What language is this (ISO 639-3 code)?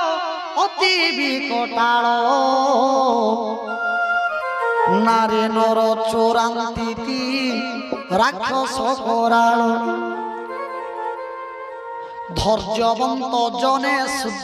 ori